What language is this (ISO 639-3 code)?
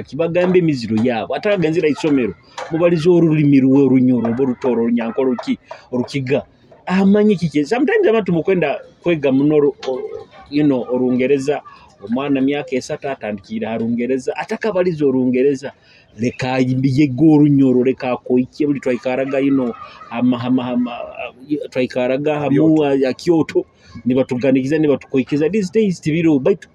nyo